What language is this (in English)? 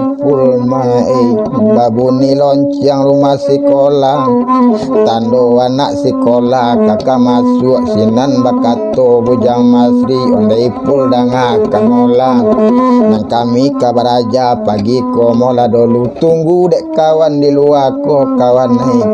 Minangkabau